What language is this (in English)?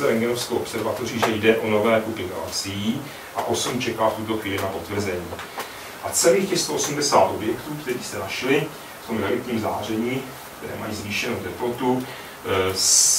Czech